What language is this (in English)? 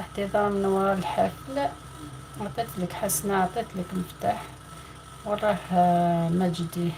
Algerian Arabic